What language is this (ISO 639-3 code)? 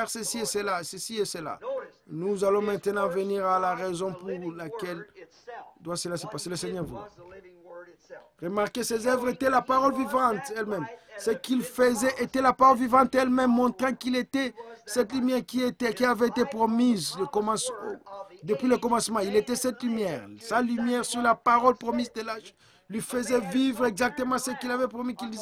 fra